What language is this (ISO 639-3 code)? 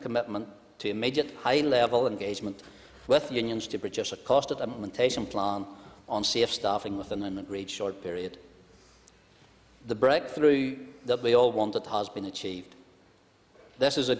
eng